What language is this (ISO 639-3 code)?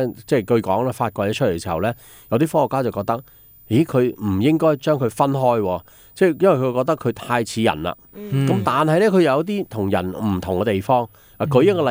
yue